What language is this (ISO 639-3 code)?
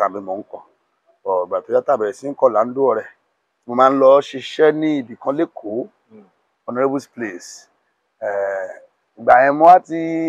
yor